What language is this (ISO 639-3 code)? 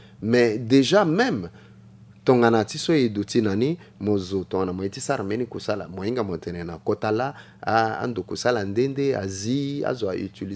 sag